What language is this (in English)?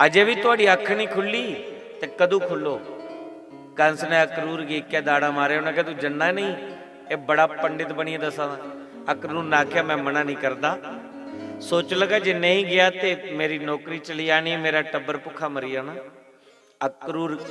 Dogri